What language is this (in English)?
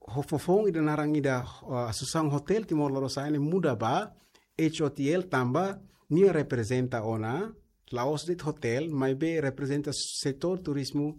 Tetum